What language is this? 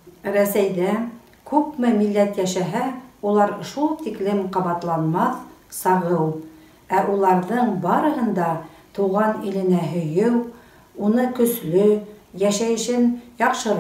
Bashkir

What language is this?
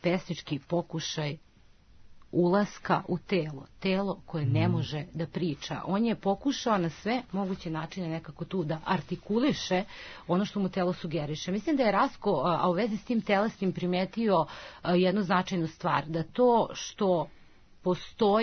Serbian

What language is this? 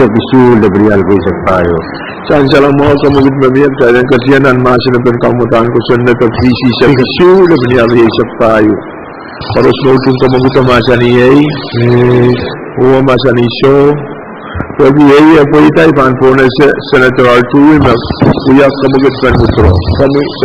Pohnpeian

